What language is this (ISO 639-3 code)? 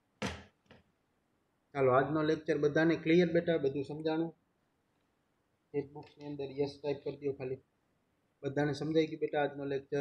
guj